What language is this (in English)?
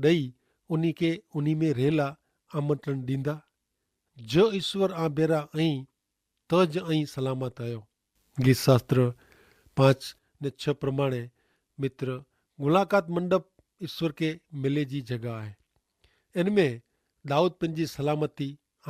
Kachhi